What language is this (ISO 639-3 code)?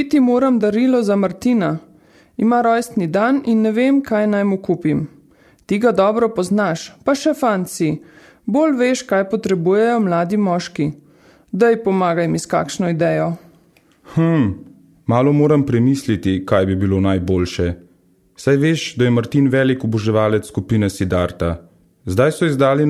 slv